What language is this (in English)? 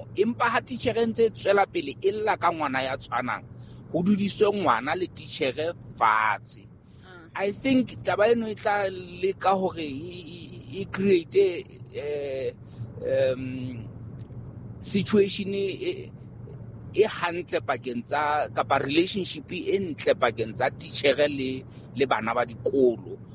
Southern Sotho